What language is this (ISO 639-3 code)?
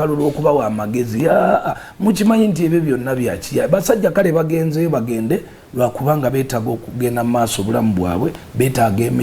lug